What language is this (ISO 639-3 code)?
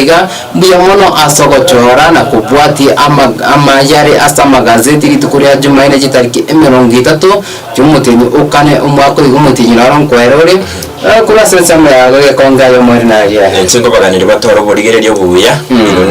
guz